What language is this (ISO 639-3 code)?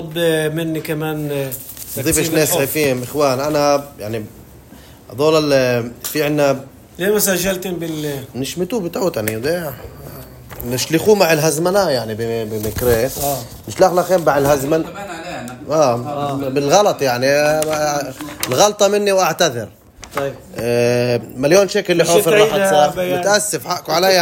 apc